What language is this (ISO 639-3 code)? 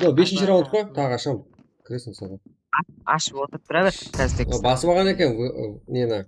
kaa